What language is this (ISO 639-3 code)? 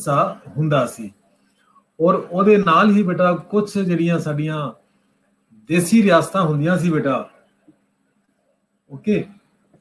pan